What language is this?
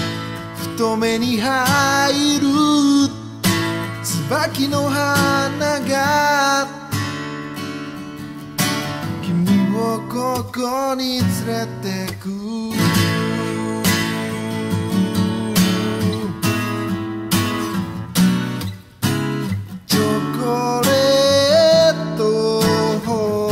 Japanese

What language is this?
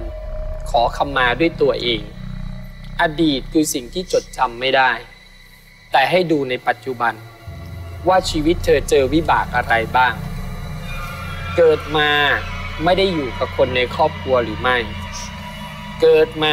Thai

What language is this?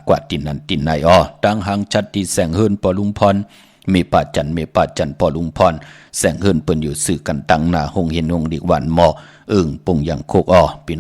Shan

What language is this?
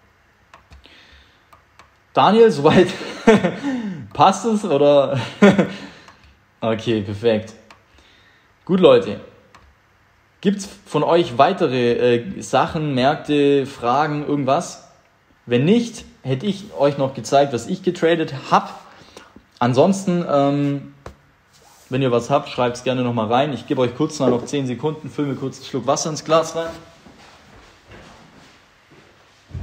German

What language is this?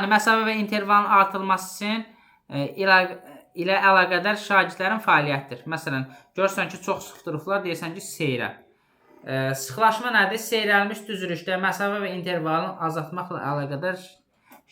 Azerbaijani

